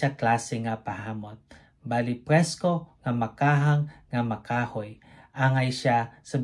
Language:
Hiligaynon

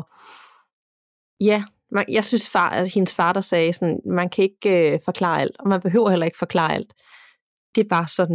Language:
Danish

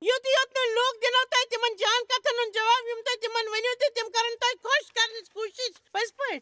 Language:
Kashmiri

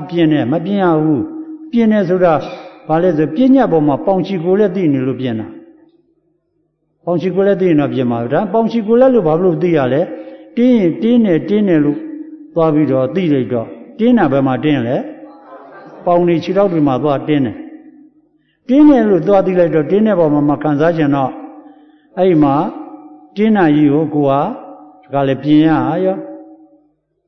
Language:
Burmese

